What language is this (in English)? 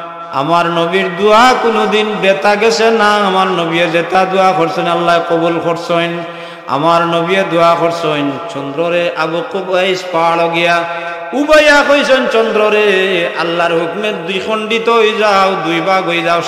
Sylheti